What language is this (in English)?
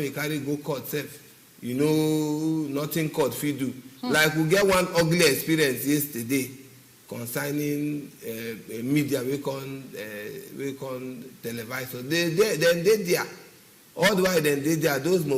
Nigerian Pidgin